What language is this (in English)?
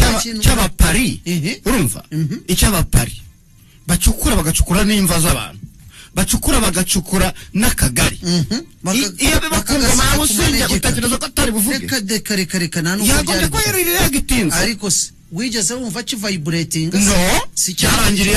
Kinyarwanda